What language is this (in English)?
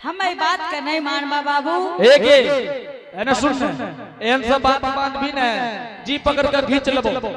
Angika